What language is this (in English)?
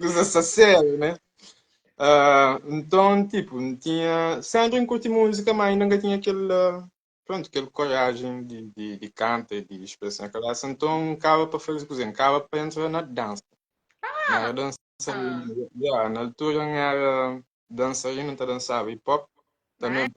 Kabuverdianu